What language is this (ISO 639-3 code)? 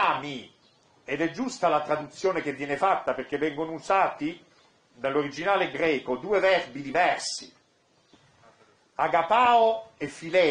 ita